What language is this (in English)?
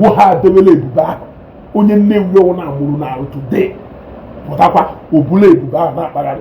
Igbo